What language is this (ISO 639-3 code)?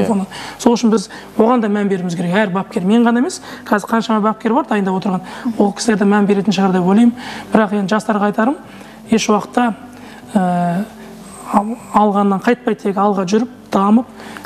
kaz